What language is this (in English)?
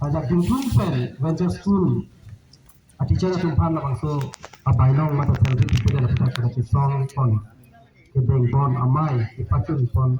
Karbi